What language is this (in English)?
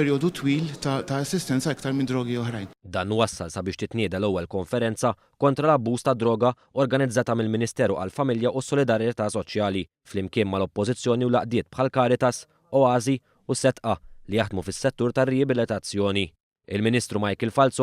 Maltese